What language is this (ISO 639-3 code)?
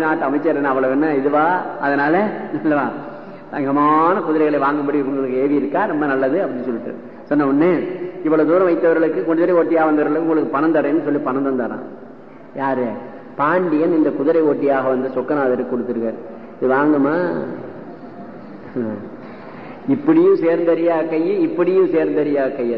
tam